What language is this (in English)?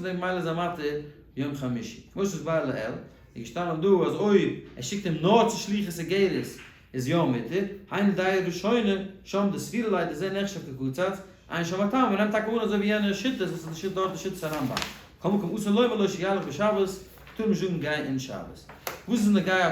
Yiddish